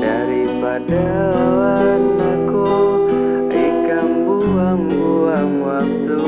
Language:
Banjar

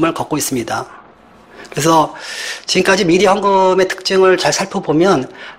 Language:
Korean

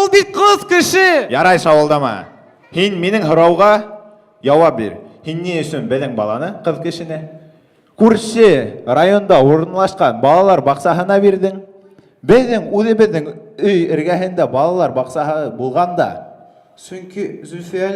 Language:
Bashkir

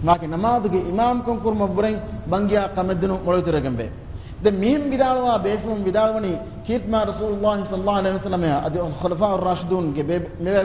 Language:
Divehi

